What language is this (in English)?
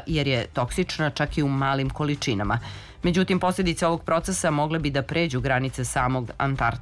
Serbian